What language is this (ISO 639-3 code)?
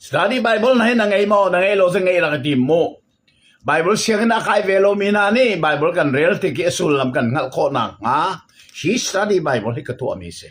cnh